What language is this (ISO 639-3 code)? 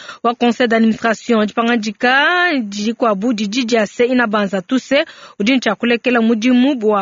lua